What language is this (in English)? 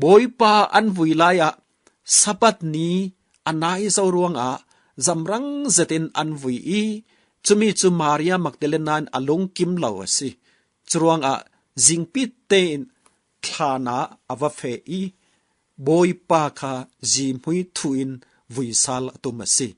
Falam Chin